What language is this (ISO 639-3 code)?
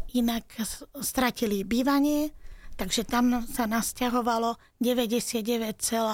slk